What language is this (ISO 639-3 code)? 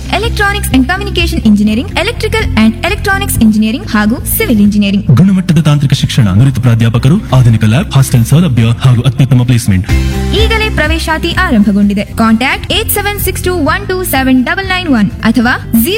kan